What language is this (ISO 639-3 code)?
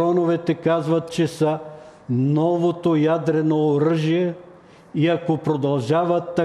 bul